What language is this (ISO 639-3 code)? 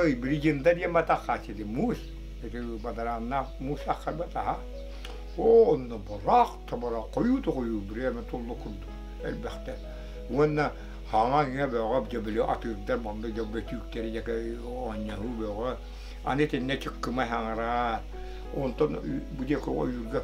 sah